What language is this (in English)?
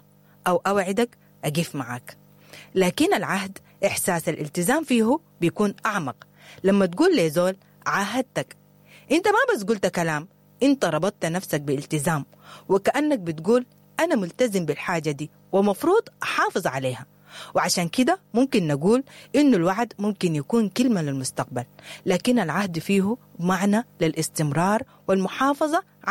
Sudanese Arabic